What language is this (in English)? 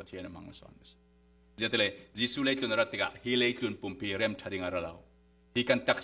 Falam Chin